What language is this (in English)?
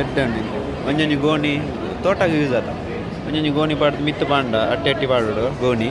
Tulu